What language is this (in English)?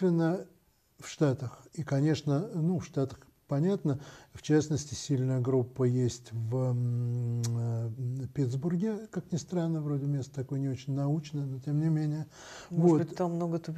Russian